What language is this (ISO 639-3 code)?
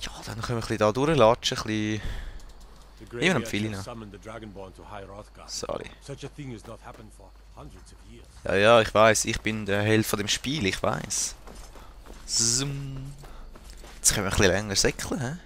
gsw